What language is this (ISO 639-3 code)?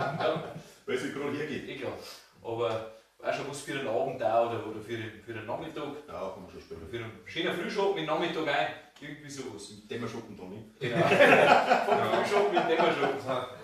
bar